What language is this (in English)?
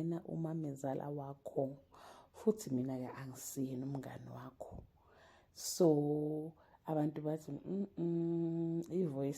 Zulu